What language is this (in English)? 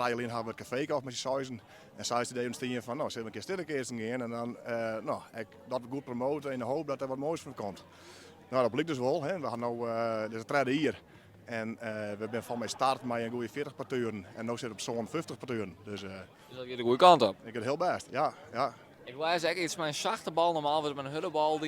Western Frisian